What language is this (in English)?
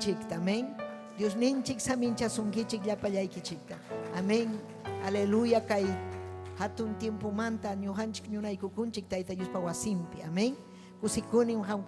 Ayacucho Quechua